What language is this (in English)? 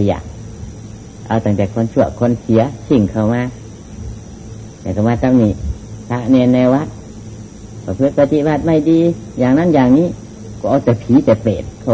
Thai